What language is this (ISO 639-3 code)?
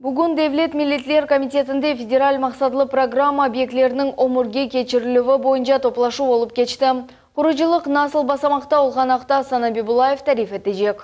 crh